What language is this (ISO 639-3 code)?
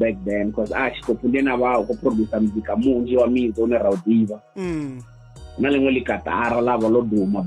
ven